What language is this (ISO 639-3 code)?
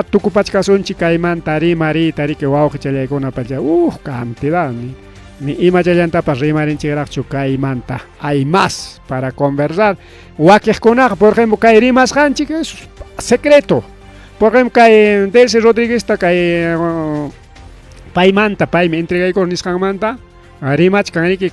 quy